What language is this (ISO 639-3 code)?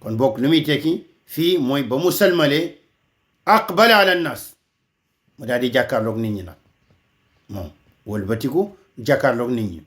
wol